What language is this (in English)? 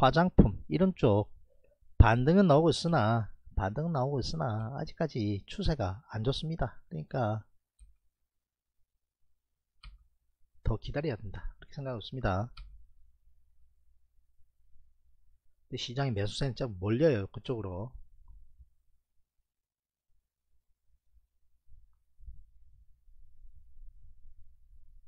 Korean